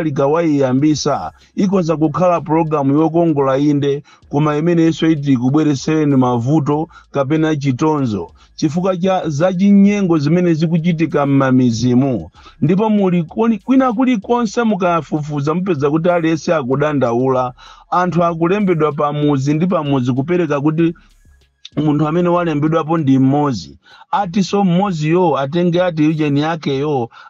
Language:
Nyanja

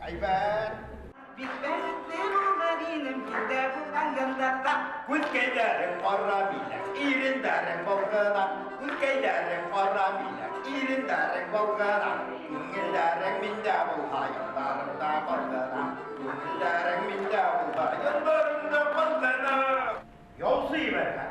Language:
Bashkir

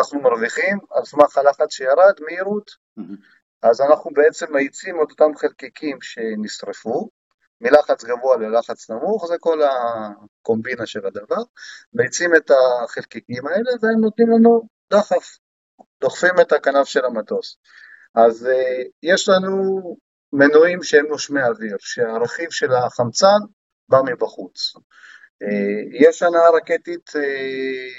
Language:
Hebrew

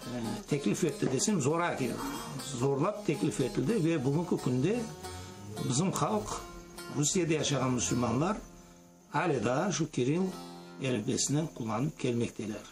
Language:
Crimean Tatar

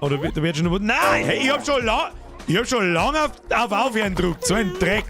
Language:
Bavarian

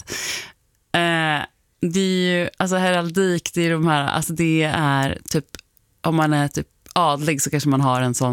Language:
Swedish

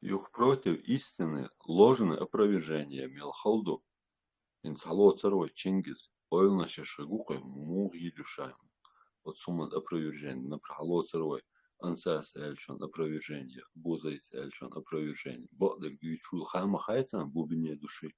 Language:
Chechen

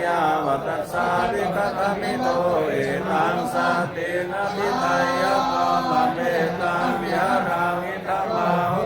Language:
Pali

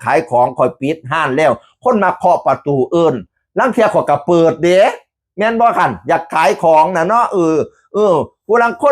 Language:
Northeastern Thai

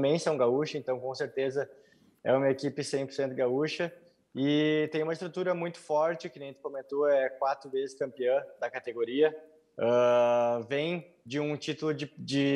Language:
Portuguese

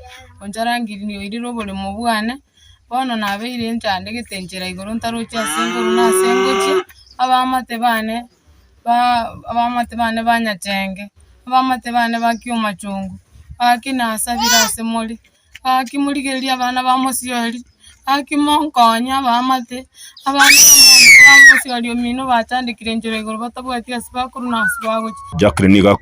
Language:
Gusii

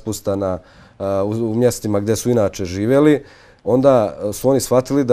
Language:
Bosnian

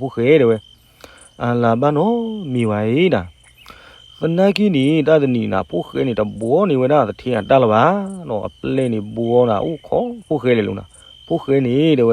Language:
S'gaw Karen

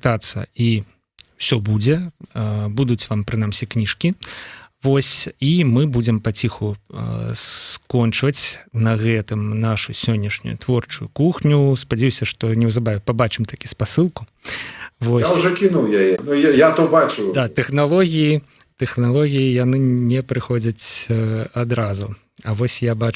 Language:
Belarusian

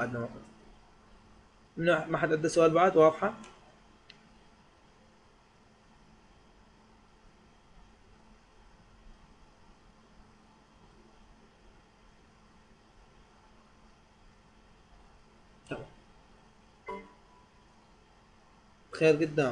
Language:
Mesopotamian Arabic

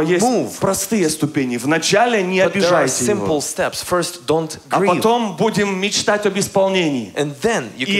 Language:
Russian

